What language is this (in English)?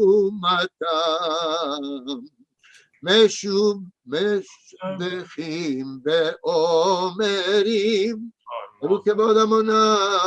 Ladino